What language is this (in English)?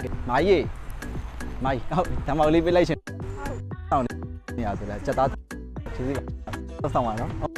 Burmese